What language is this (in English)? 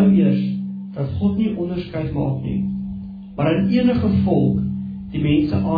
Afrikaans